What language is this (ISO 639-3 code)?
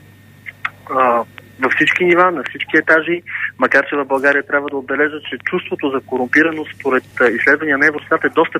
bul